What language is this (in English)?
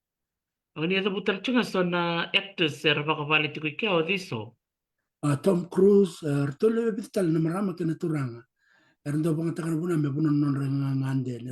Fijian